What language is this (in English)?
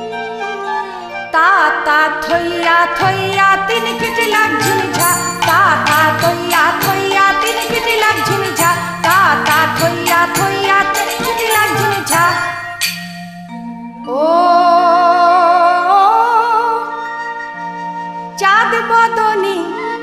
Bangla